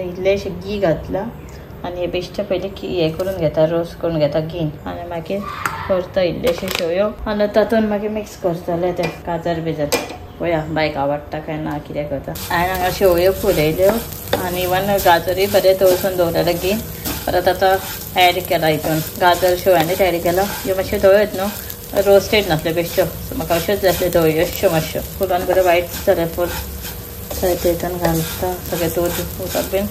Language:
Konkani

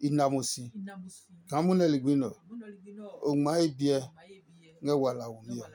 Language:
Adangme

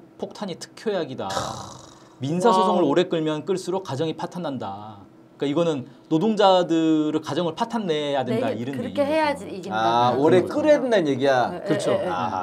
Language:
Korean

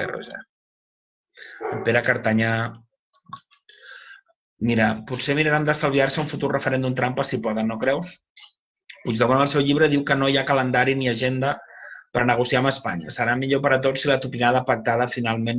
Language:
Catalan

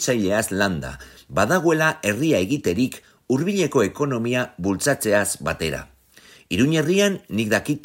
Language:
Basque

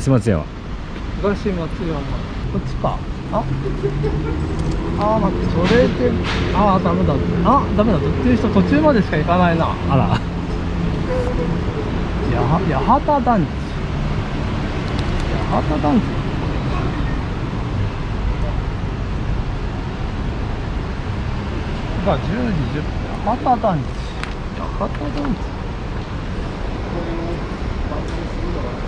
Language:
Japanese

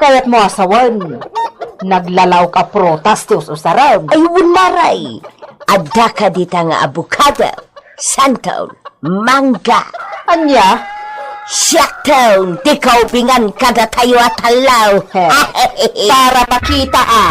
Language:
Iloko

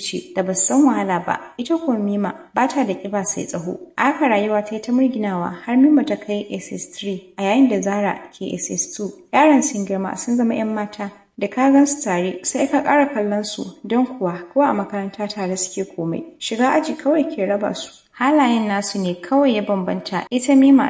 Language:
Hausa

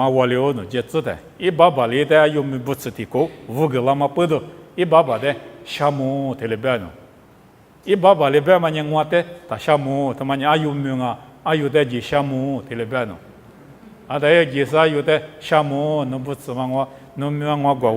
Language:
Lisu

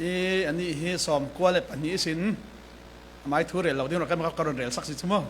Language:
Falam Chin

